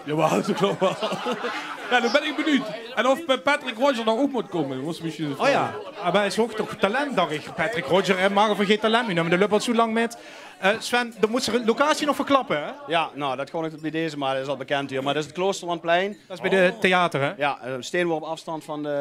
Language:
Limburgish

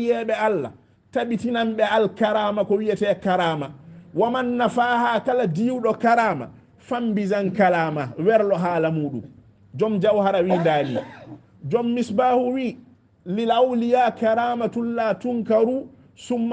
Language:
Fula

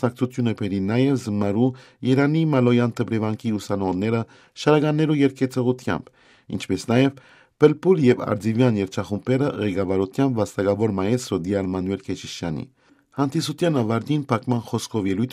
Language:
Western Armenian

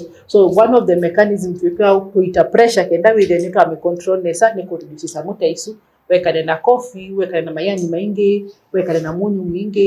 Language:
Kamba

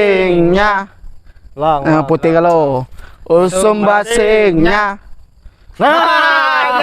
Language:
Musi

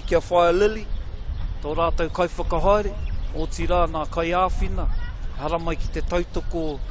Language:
Māori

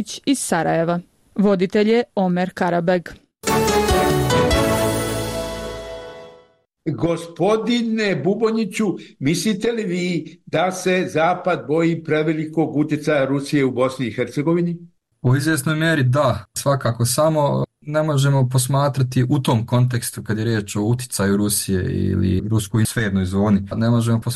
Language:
Bosnian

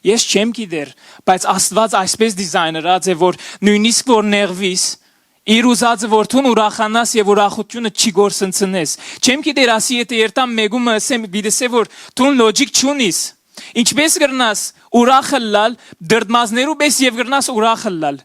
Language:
Western Armenian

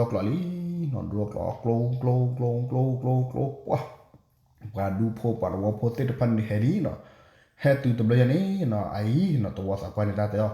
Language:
S'gaw Karen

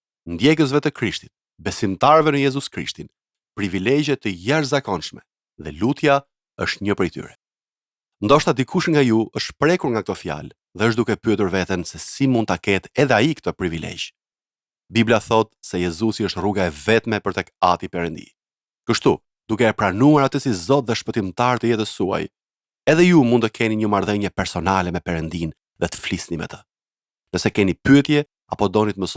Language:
Albanian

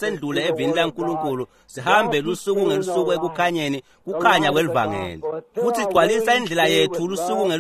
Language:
Swati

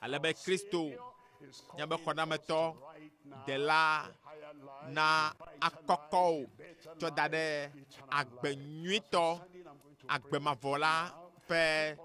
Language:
Ewe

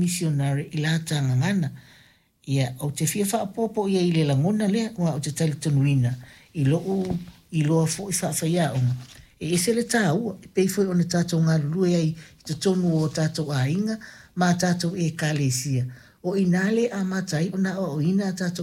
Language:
Samoan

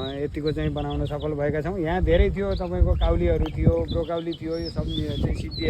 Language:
Nepali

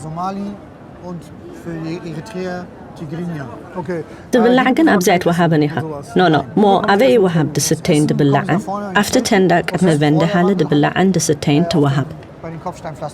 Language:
Tigrinya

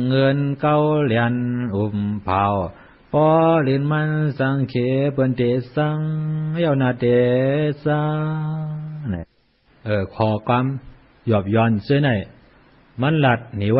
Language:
Shan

